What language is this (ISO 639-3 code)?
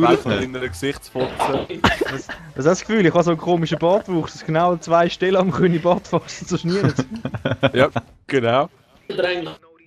gsw